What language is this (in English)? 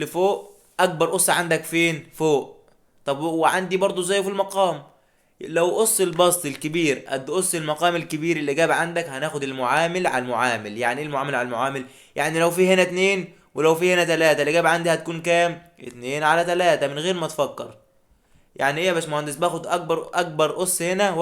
Egyptian Arabic